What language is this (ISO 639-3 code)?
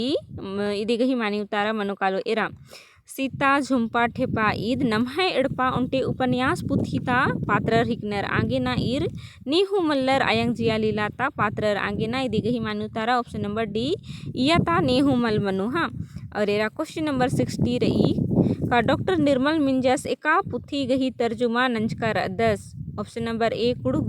kru